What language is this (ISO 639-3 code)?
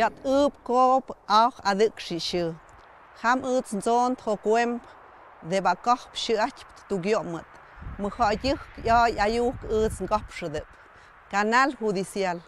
mxp